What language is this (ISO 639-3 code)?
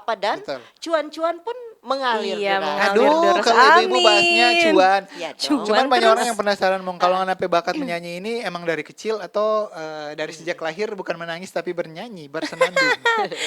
xmm